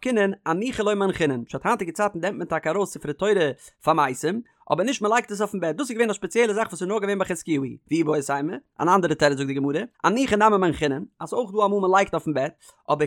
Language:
Yiddish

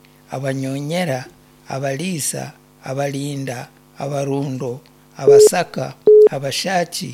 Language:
Nyankole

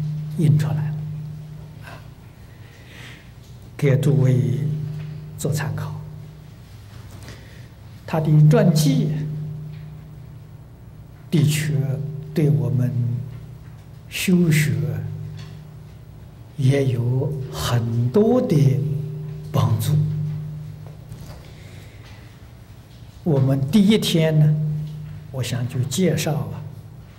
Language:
Chinese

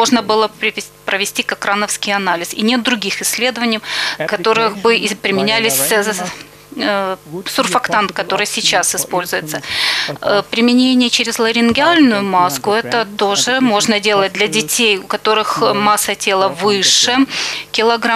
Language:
Russian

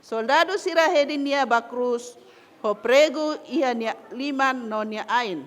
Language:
Tetum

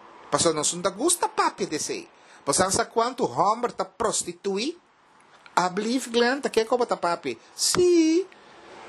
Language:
Papiamento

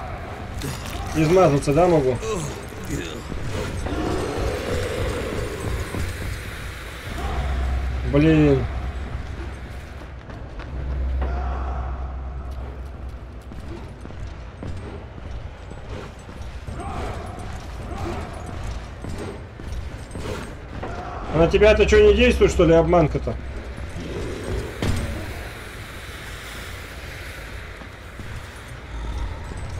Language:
Russian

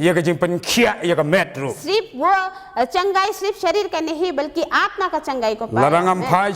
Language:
Khasi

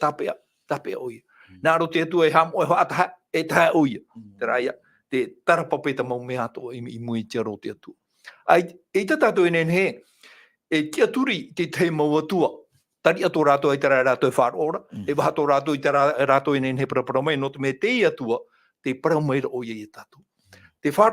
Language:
Tahitian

